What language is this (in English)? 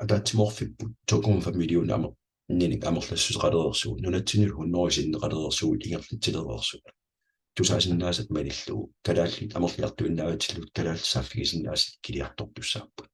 Kalaallisut